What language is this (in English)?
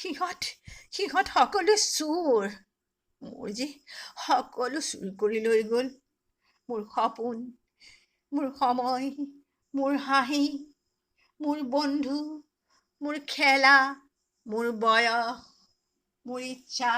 Assamese